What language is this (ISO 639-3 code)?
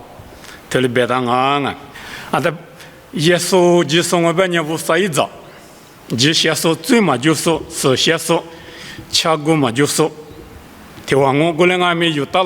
lis